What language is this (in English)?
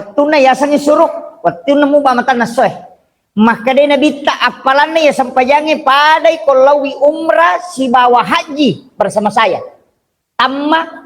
Buginese